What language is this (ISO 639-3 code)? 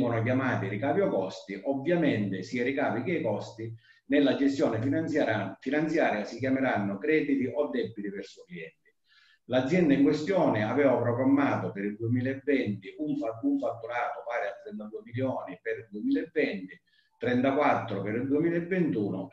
ita